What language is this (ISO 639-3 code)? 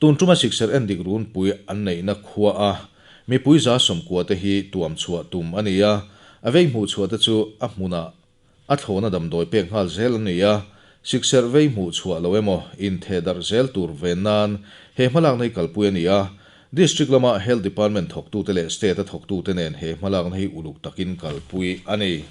lus